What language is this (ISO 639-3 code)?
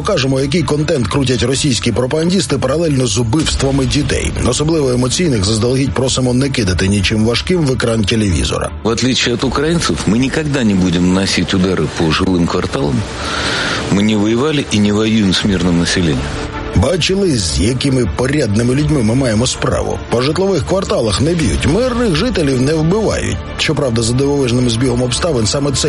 ukr